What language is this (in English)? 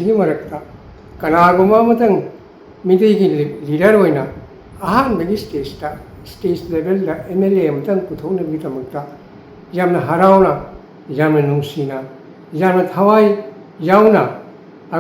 Manipuri